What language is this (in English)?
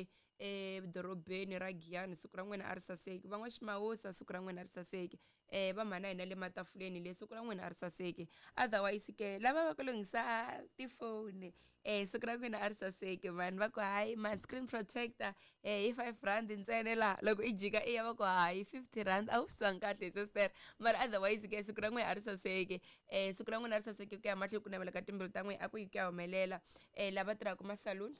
Tsonga